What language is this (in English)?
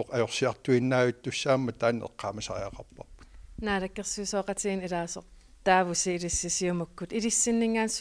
Kalaallisut